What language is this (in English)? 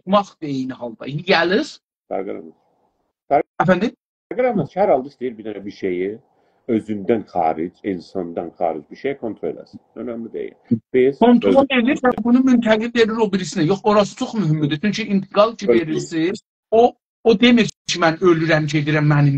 South Azerbaijani